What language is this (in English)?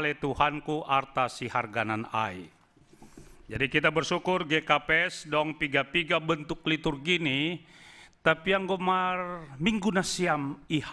Batak Simalungun